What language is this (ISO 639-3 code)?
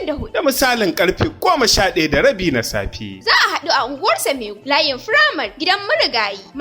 hau